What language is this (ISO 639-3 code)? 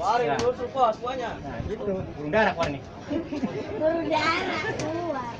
bew